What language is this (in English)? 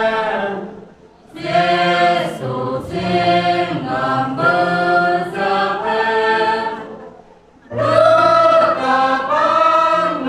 Central Mnong